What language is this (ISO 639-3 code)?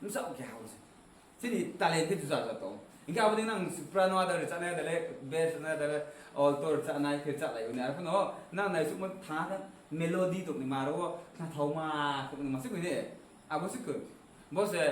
ria